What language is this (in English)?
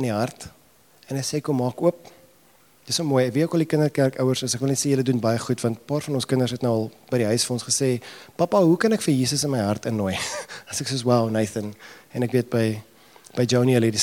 Afrikaans